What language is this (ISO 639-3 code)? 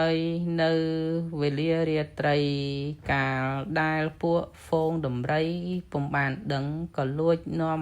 khm